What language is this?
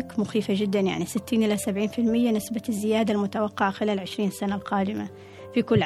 Gulf Arabic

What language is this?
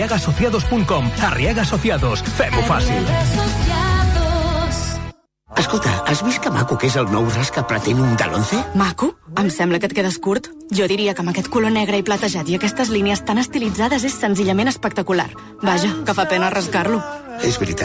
Catalan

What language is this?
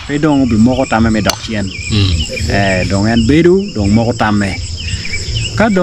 Acoli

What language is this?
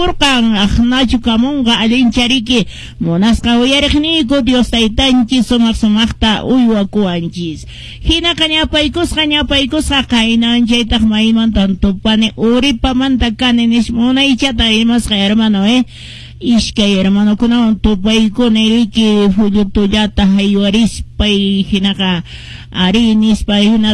Quechua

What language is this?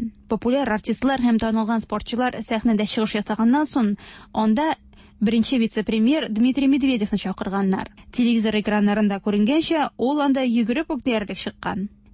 Tatar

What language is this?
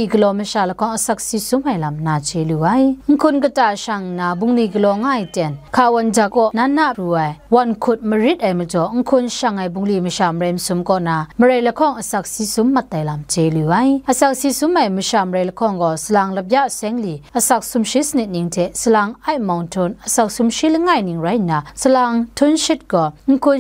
Kachin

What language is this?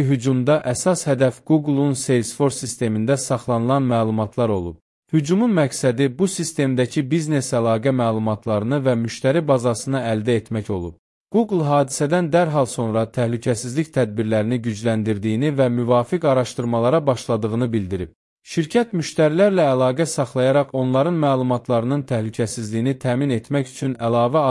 Azerbaijani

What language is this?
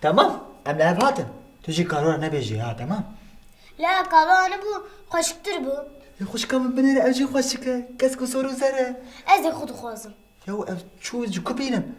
Kurdish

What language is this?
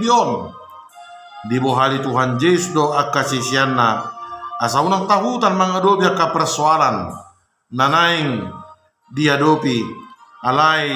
Batak Toba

